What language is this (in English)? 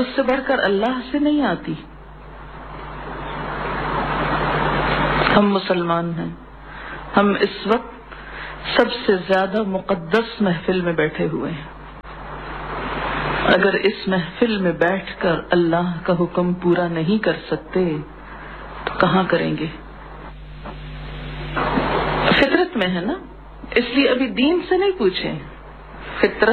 Urdu